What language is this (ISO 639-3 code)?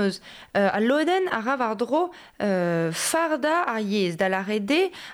bre